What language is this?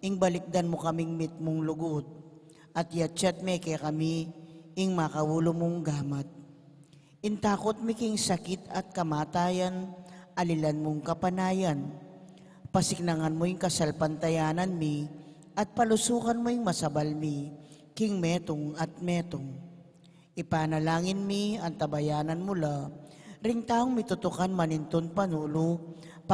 Pampanga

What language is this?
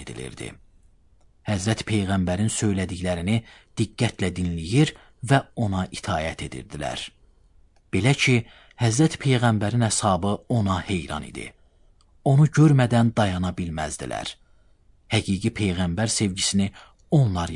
Azerbaijani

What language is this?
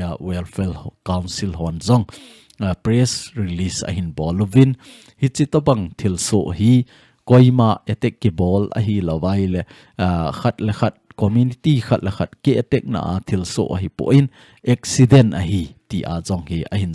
Thado Chin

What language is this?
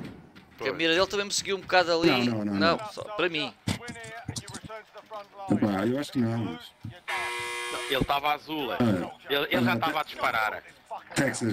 Portuguese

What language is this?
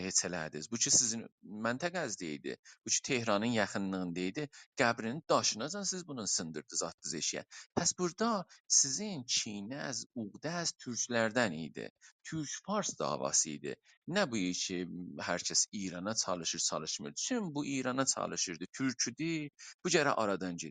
South Azerbaijani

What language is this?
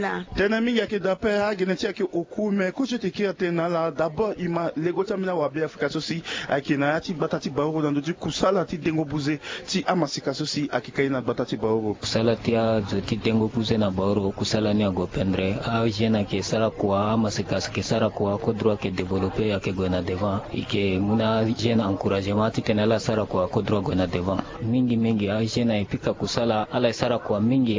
Sango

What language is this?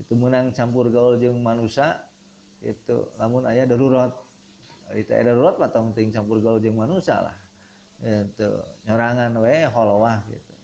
Sundanese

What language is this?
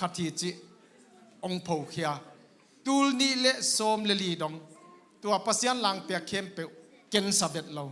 Tedim Chin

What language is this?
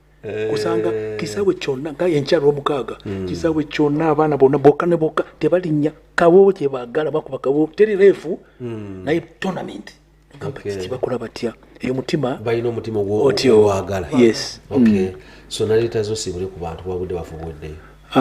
Nyankole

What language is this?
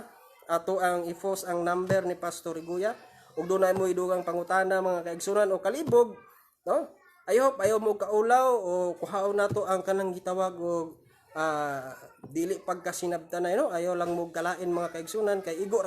Cebuano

